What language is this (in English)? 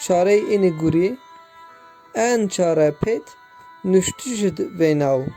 Zaza